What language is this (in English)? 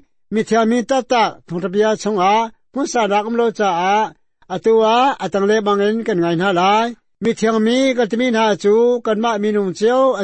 Hakha Chin